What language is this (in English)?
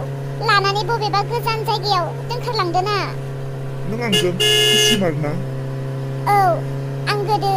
Bodo